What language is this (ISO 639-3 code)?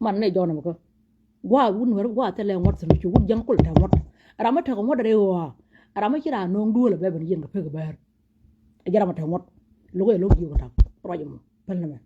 nus